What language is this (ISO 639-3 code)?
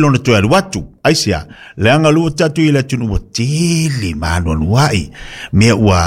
smo